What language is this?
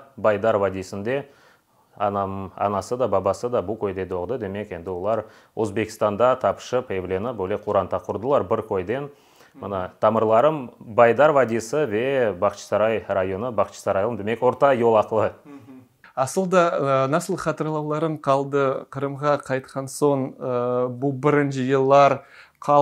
Crimean Tatar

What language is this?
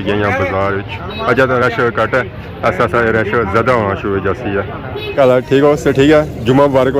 Pahari-Potwari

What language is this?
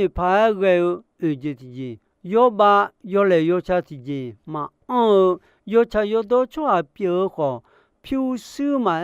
Akha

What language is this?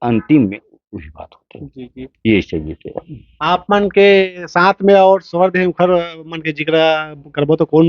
Chhattisgarhi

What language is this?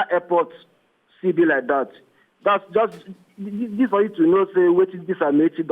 Nigerian Pidgin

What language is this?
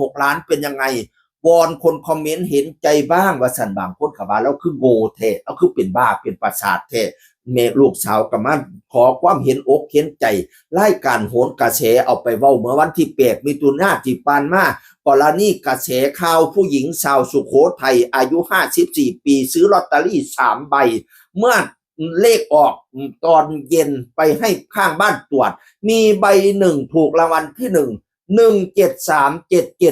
Northeastern Thai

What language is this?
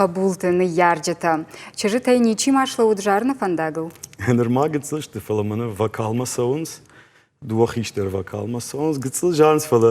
Ossetic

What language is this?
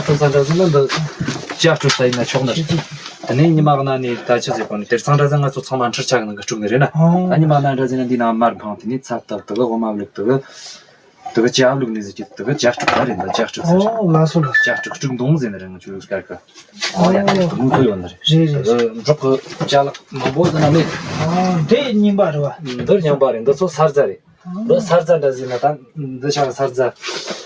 Tibetan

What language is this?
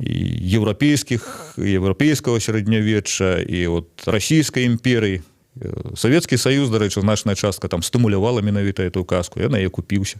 Belarusian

